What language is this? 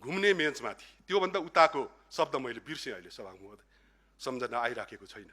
Nepali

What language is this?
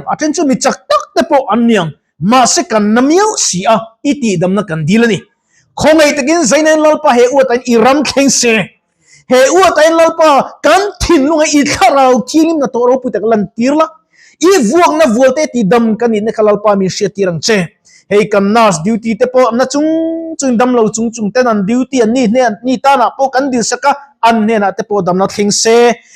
Mizo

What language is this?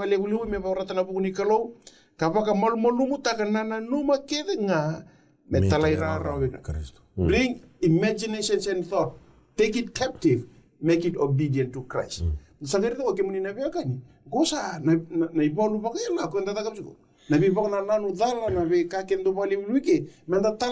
Fijian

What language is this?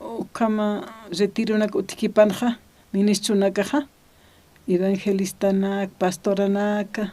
Aymara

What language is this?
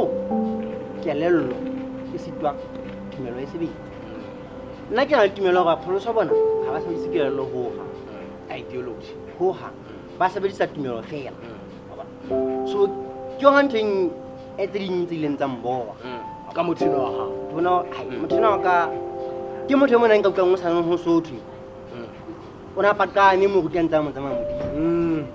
Southern Sotho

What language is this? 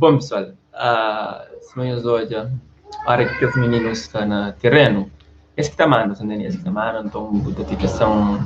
Kabuverdianu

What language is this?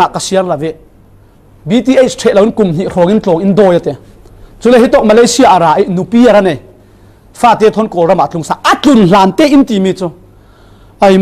Falam Chin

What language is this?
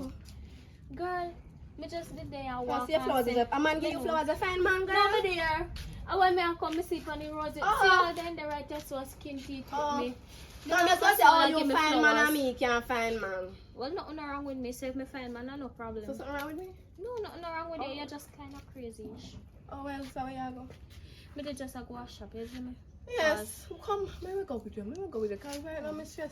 Jamaican Creole English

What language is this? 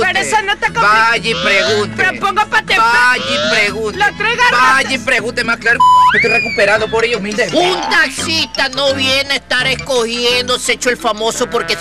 Spanish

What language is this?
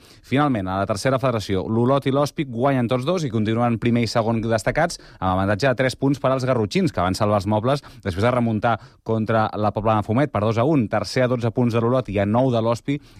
Catalan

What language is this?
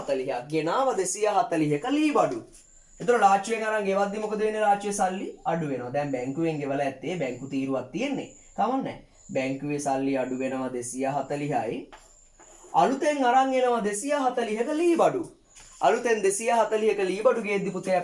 Sinhala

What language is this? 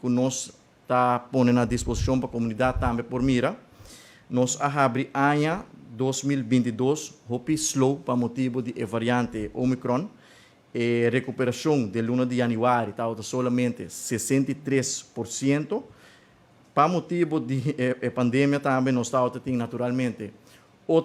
Papiamento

